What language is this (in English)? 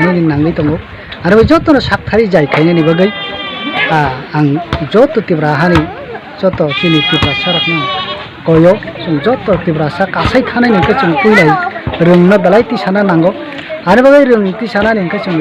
Kok Borok